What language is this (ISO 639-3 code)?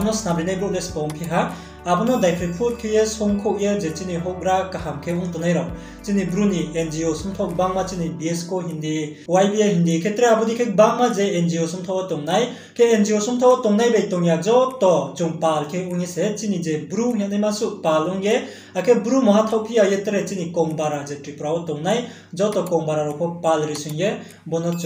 ria